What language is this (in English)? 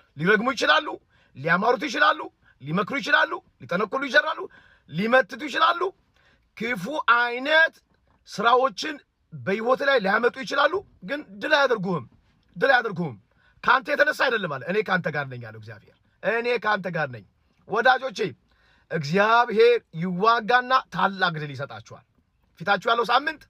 Amharic